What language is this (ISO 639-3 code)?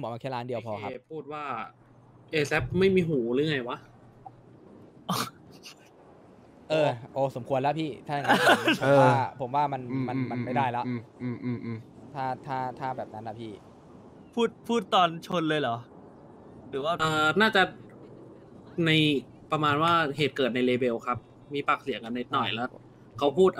tha